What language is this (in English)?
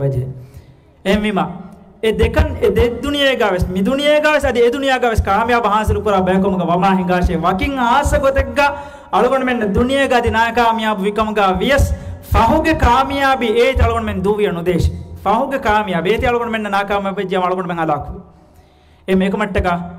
Divehi